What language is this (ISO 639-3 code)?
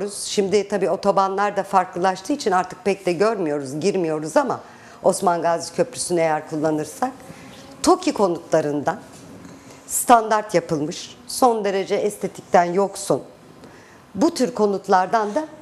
tur